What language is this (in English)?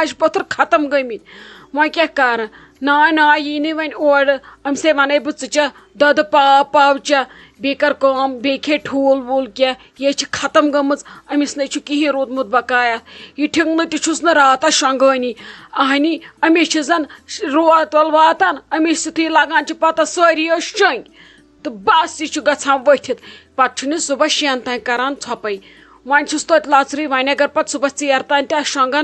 Kashmiri